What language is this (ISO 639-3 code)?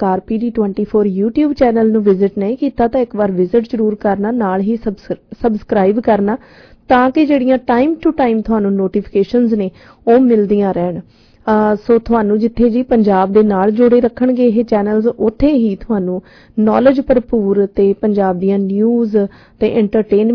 pan